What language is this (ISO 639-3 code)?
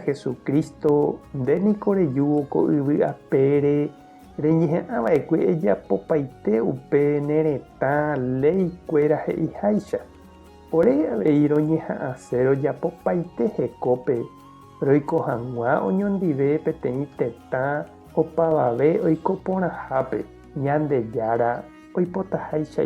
grn